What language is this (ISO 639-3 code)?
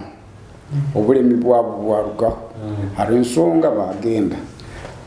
nyo